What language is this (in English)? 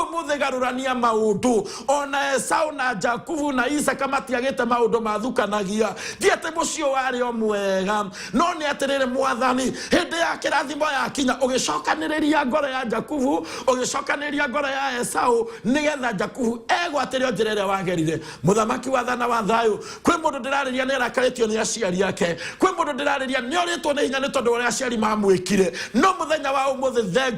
Kikuyu